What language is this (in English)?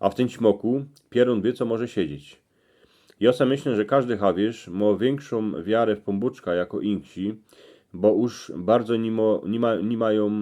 Silesian